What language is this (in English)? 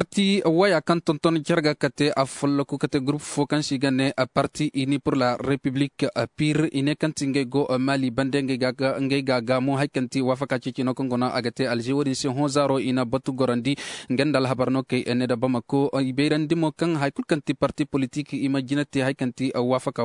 Zarma